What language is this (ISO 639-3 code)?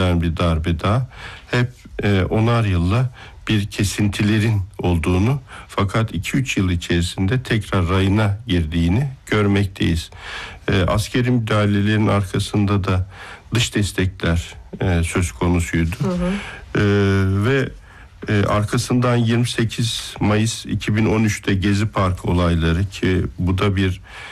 tur